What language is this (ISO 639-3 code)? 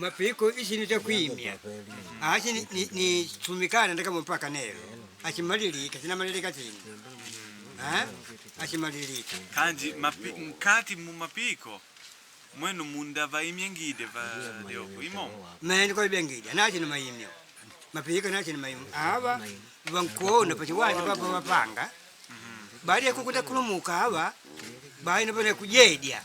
kde